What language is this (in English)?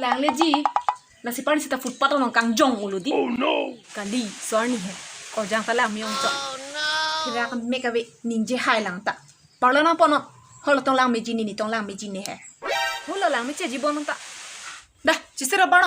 Karbi